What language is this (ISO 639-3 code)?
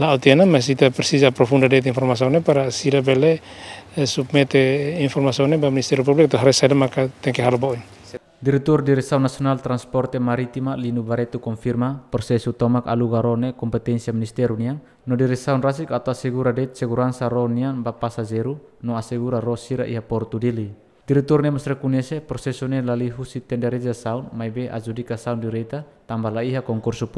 tet